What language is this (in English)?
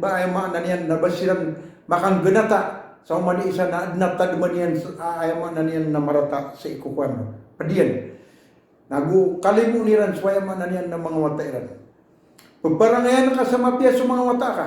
Maranao